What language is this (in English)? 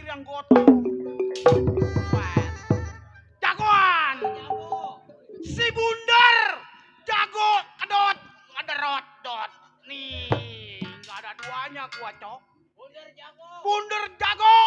Betawi